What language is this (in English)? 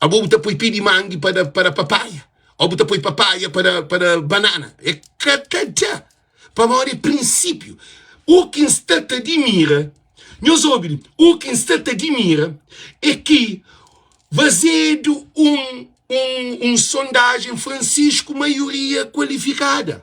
Kabuverdianu